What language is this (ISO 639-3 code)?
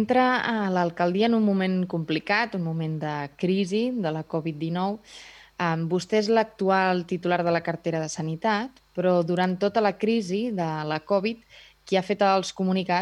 cat